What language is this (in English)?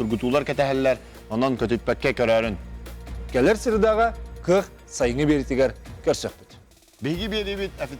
Yakut